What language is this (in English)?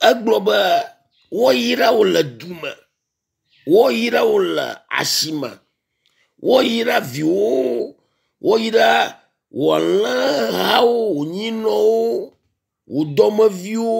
Ewe